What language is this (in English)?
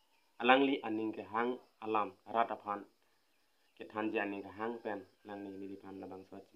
Karbi